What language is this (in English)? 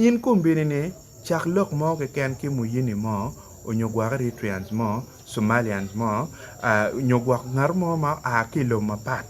Acoli